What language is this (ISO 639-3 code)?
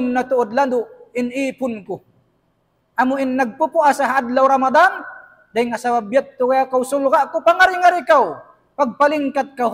tsg